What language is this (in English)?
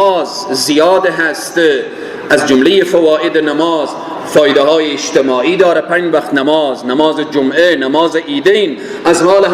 Persian